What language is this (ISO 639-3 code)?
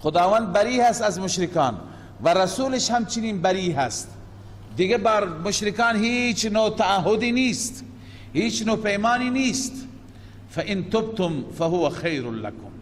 fas